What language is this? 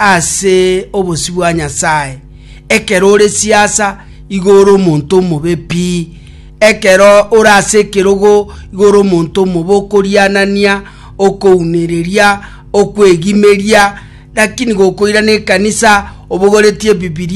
Gusii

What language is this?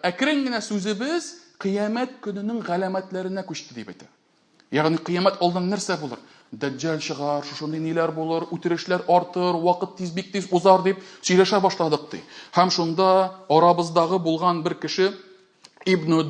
Tatar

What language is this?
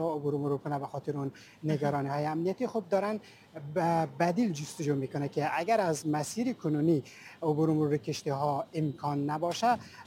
Persian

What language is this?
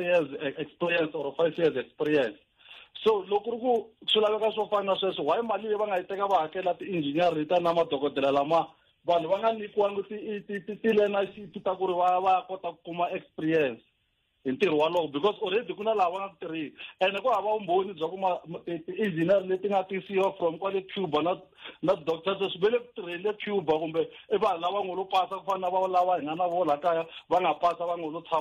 Tsonga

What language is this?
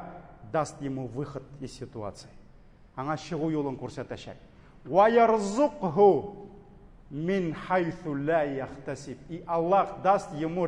Tatar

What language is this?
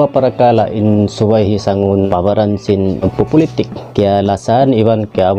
Tausug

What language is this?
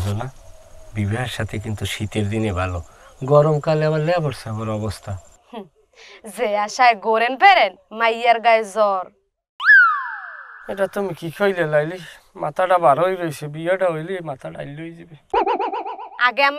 Bangla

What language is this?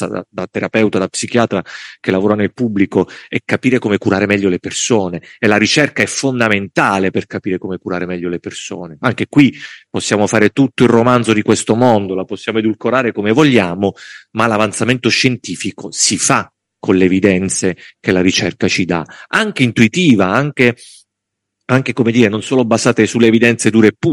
Italian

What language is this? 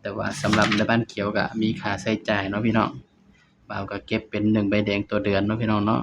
Northeastern Thai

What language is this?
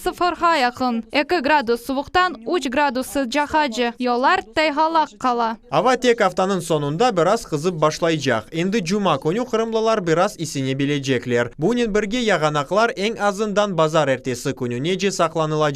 Crimean Tatar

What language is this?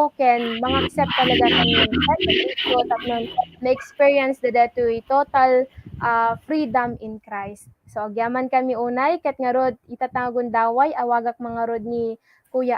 Iloko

